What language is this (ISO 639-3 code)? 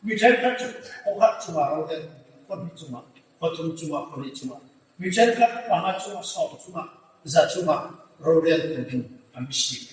hmr